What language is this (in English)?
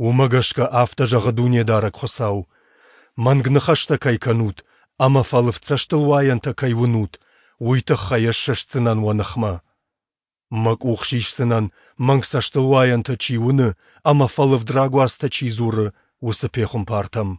Ossetic